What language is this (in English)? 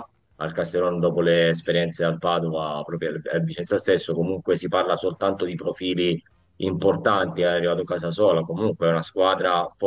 Italian